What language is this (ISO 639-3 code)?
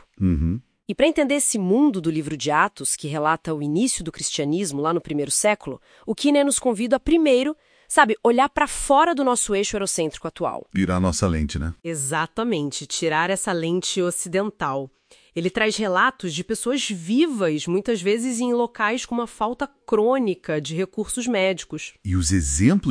por